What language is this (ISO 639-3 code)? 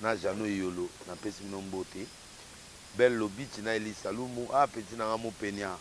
lin